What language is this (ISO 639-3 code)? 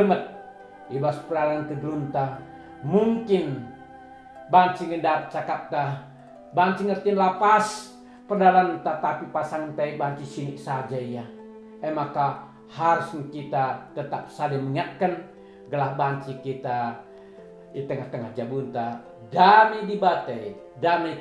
btx